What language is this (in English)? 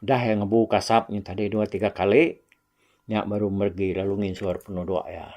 Iban